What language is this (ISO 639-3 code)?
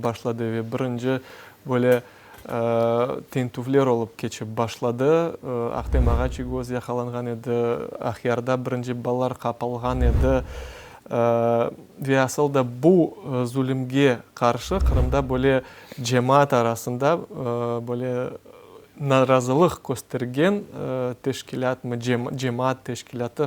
crh